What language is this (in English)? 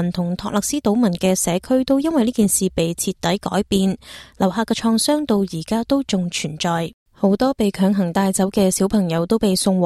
Cantonese